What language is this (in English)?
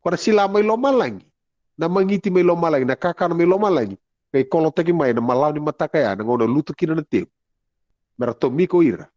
Fijian